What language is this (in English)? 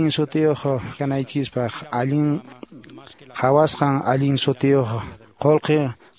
Quechua